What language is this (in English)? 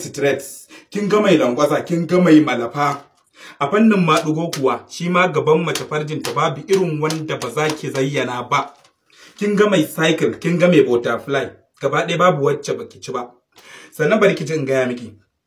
Hausa